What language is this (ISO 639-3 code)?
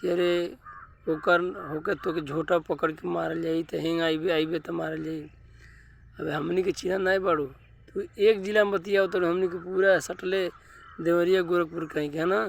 bho